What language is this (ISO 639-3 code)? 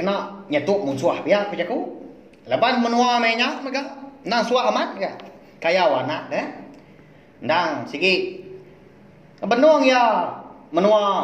iba